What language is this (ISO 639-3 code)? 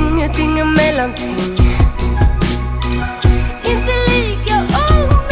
swe